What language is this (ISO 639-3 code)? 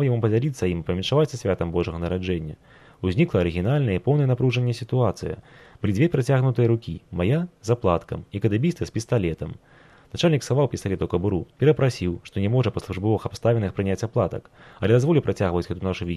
bel